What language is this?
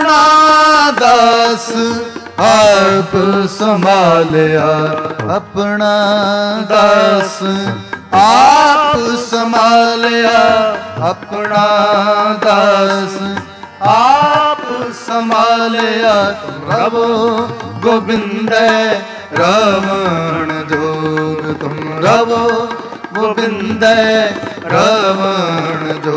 Punjabi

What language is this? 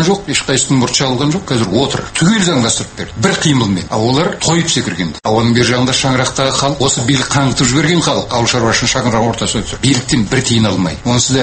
Kazakh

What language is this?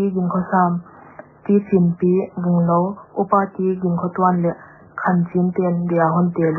Paite Chin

